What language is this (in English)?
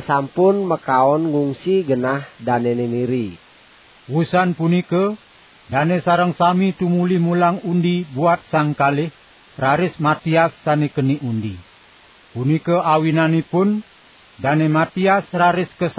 Balinese